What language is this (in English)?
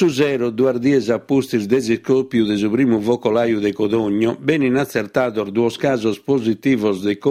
Sardinian